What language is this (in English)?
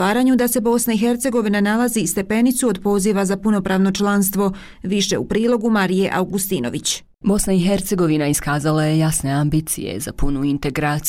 Bosnian